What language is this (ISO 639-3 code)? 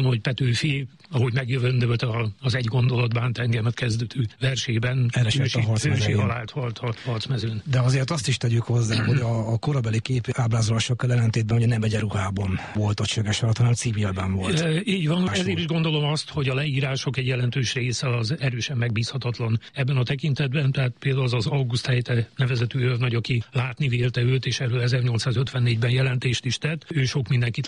hun